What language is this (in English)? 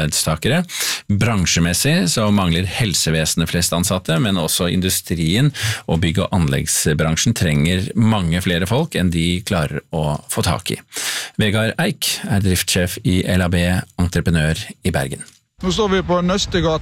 Norwegian